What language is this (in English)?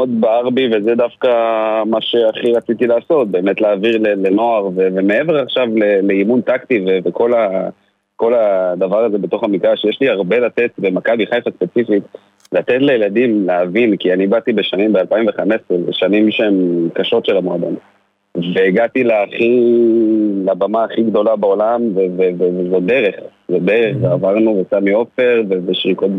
Hebrew